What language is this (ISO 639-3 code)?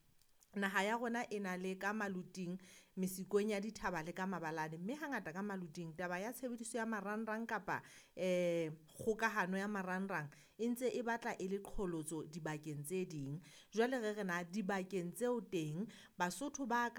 sot